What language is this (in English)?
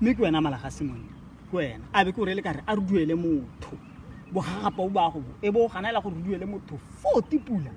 Tswana